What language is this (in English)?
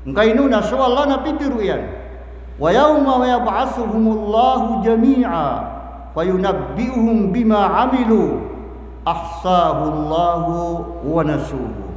Maranao